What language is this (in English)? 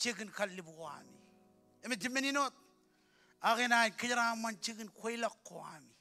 Marshallese